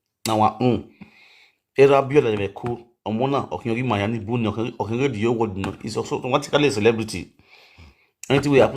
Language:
Nigerian Pidgin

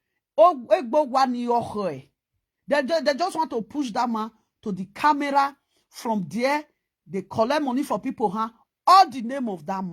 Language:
Nigerian Pidgin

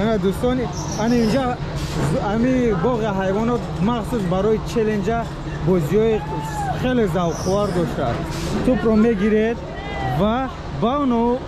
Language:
Tajik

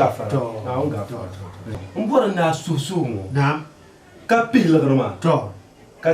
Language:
Dagbani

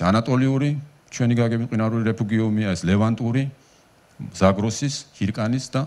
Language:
Georgian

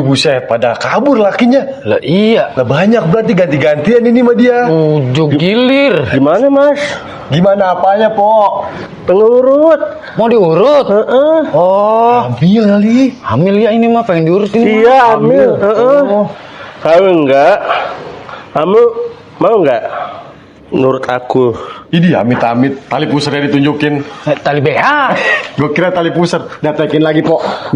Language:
Betawi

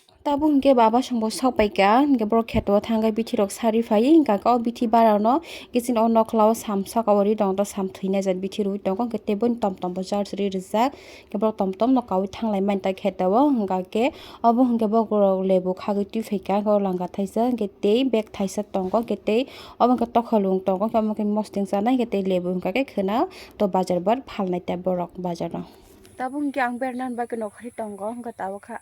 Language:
Kok Borok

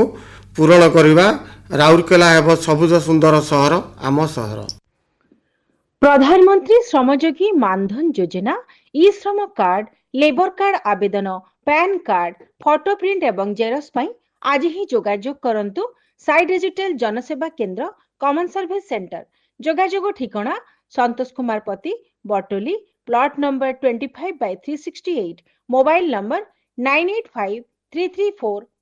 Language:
Odia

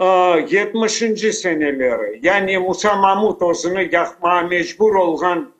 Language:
Crimean Tatar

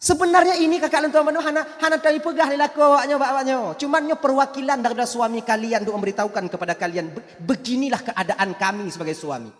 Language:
Achinese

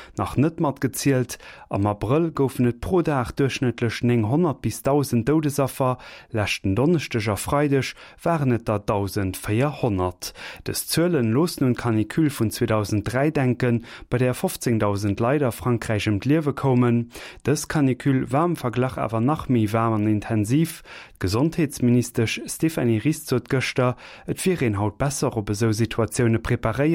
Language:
Luxembourgish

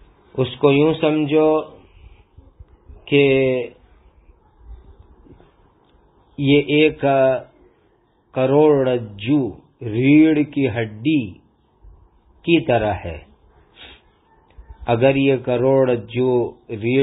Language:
Urdu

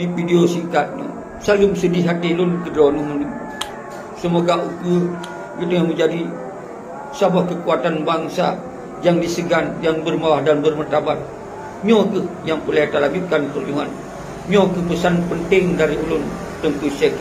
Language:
Achinese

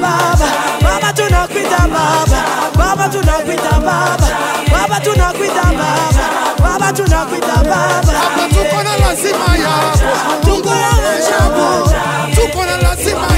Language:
Swahili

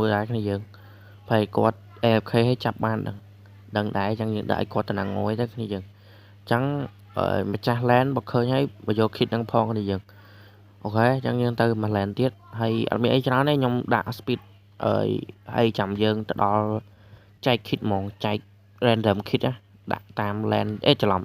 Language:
Khmer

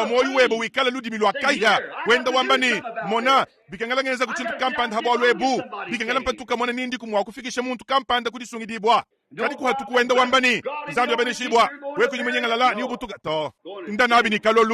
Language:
Luba-Lulua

